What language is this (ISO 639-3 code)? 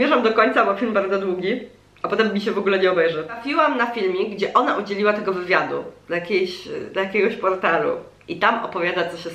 pol